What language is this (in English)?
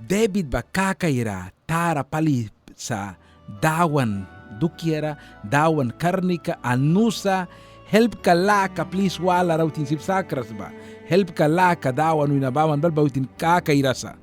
Mískito